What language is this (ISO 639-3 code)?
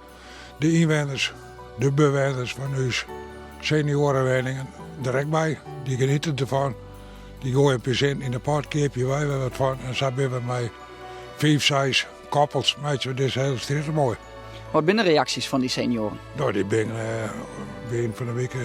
fry